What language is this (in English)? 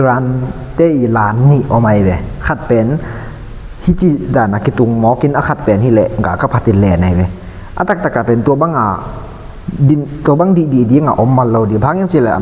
Tedim Chin